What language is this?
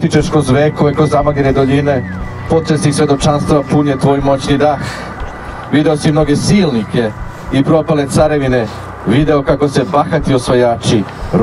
Serbian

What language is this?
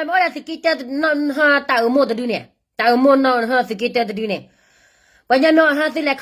S'gaw Karen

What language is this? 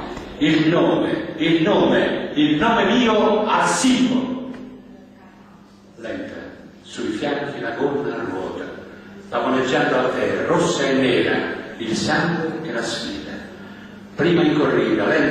Italian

